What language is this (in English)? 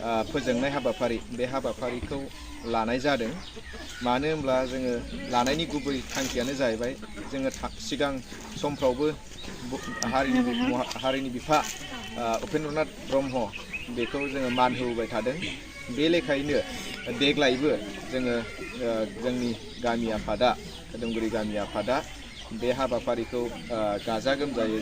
Bodo